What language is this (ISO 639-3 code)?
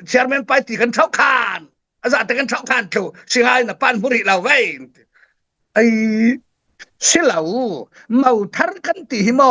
cfm